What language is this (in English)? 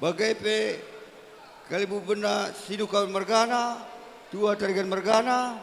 Batak Karo